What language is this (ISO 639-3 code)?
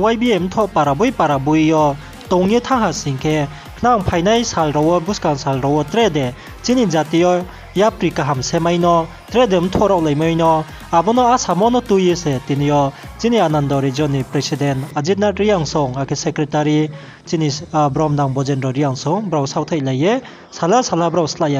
ria